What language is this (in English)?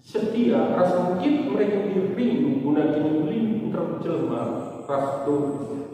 Batak Karo